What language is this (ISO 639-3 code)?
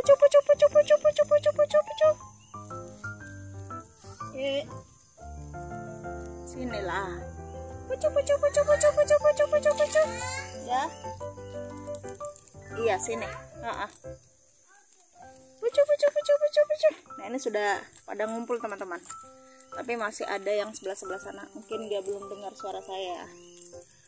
ind